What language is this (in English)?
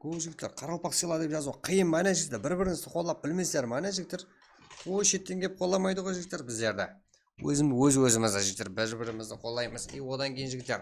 Kara-Kalpak